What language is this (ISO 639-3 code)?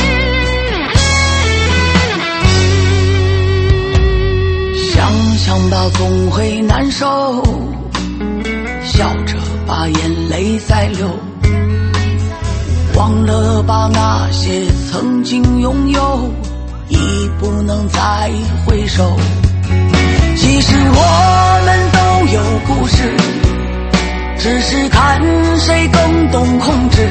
zho